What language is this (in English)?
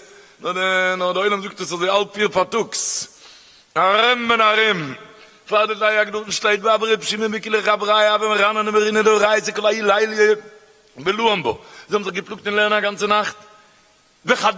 Yiddish